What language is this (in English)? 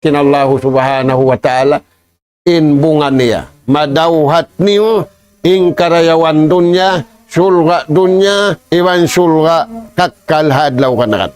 Tausug